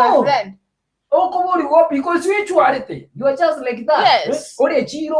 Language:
Gusii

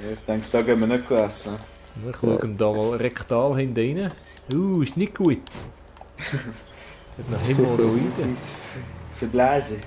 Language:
Swiss German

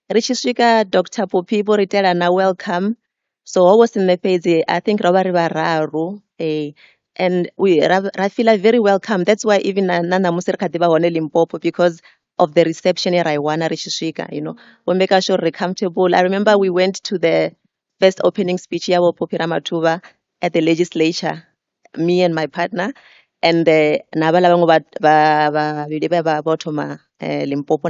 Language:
Venda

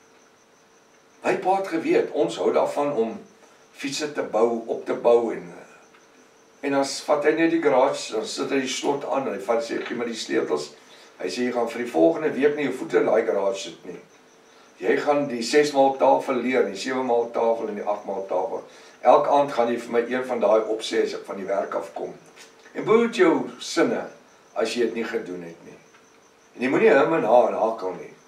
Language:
Afrikaans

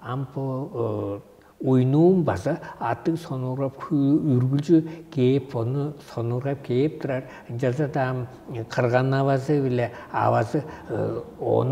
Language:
Tuvinian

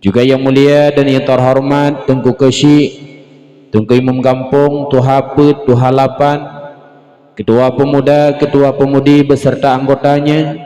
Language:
Achinese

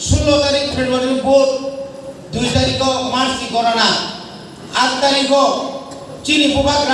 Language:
Kok Borok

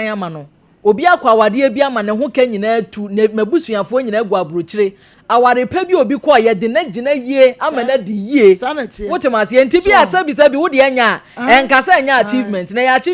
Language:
Akan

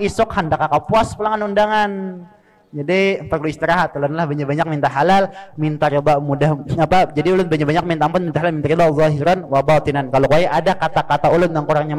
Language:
Banjar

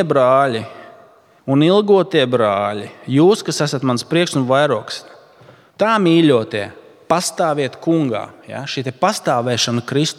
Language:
Latvian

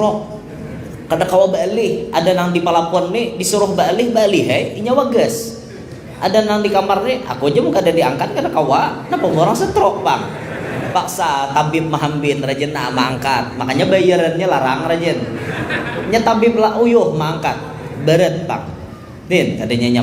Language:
Banjar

